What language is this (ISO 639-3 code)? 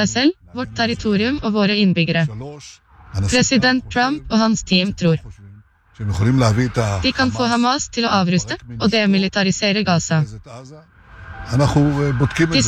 nor